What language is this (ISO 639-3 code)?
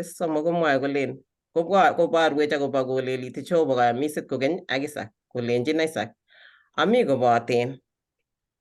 kln